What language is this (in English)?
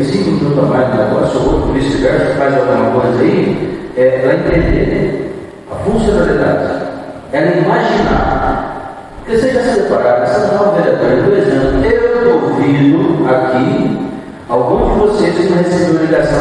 Portuguese